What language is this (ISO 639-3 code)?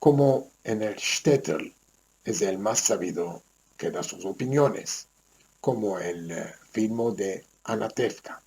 lad